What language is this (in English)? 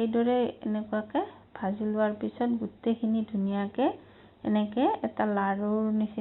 Assamese